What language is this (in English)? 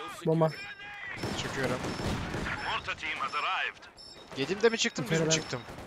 Turkish